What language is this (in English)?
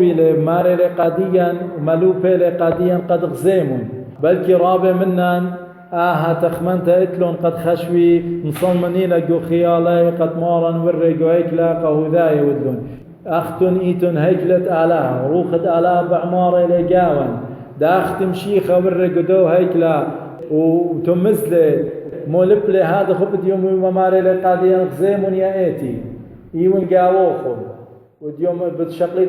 Assyrian Neo-Aramaic